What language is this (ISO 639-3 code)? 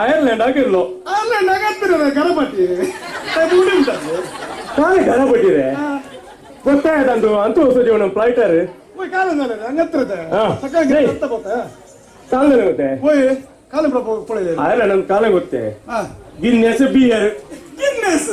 kok